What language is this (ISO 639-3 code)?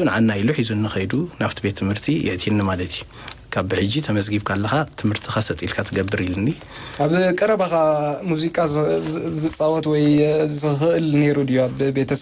tir